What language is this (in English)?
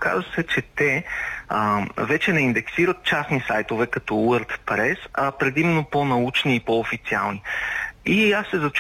Bulgarian